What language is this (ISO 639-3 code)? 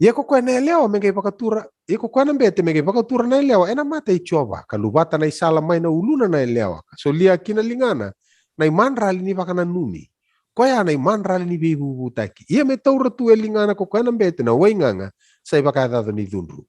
fij